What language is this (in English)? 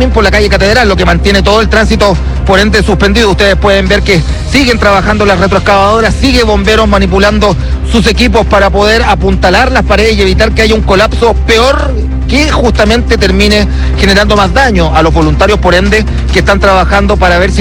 Spanish